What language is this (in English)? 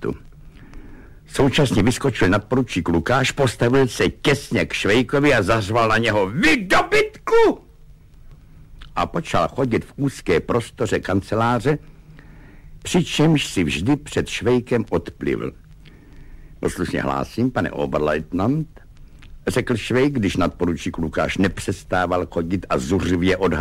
Czech